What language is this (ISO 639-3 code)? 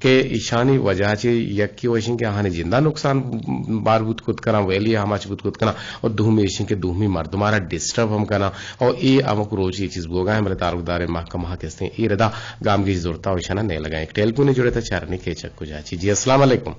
bgp